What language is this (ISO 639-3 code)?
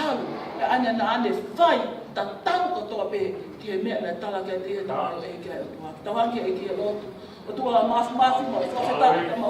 ton